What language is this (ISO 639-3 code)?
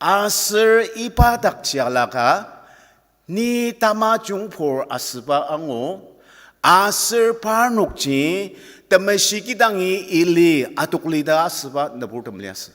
njo